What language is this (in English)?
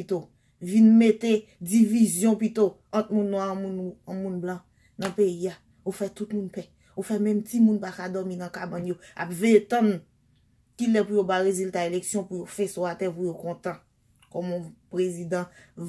Haitian Creole